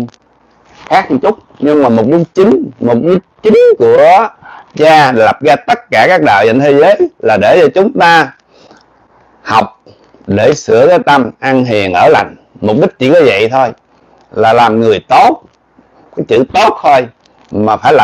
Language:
Vietnamese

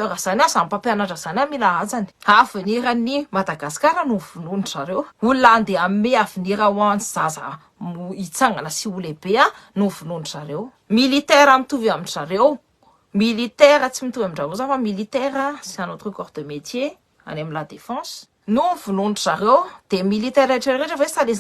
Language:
Malagasy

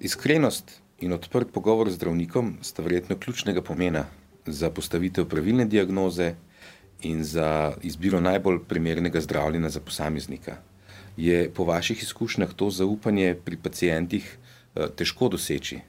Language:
Slovenian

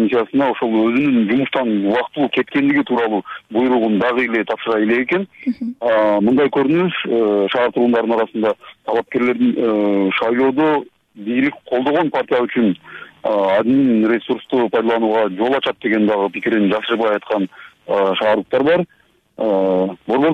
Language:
Kyrgyz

